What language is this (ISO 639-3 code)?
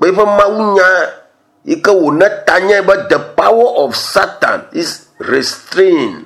ewe